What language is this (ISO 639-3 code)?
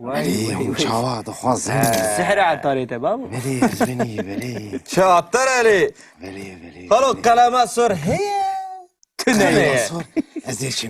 kur